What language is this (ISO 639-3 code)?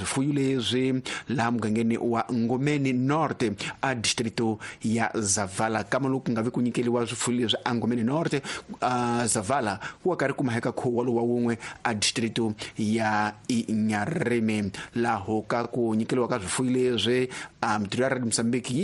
tso